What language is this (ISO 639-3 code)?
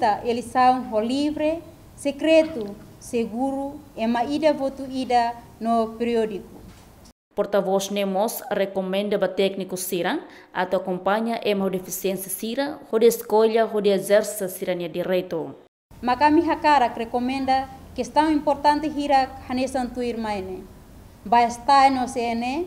tet